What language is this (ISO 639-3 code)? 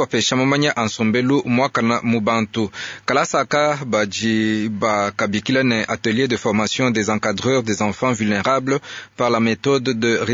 lua